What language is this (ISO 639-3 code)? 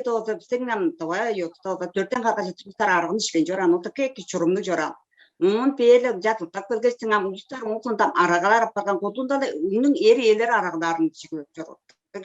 tyv